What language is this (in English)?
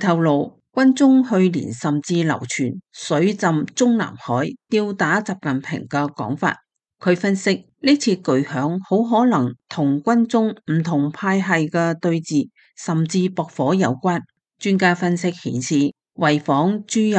Cantonese